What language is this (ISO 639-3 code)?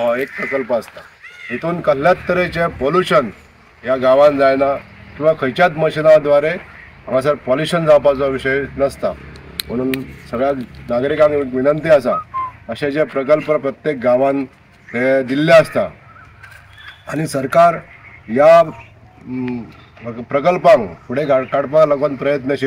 kok